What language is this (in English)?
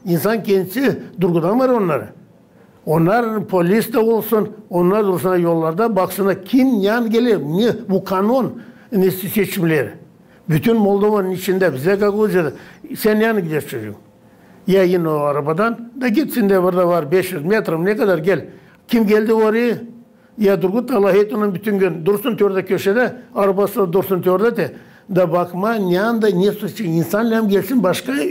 Gagauz